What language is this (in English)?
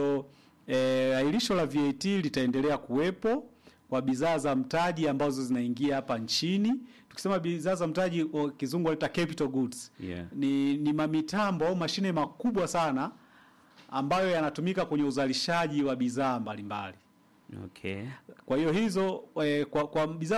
Swahili